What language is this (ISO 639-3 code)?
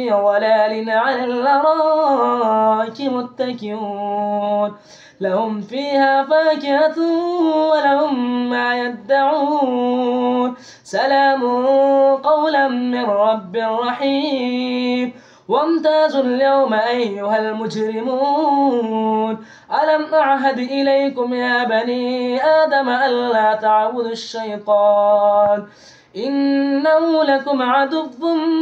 ara